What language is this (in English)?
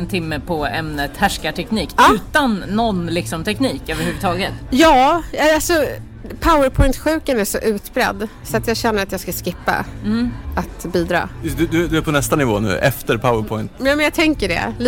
Swedish